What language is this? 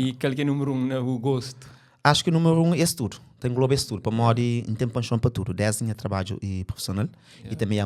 Kabuverdianu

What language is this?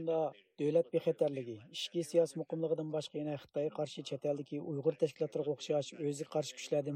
Uyghur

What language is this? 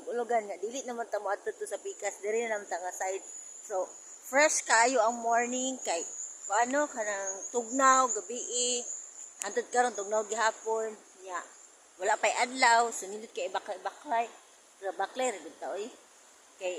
Cebuano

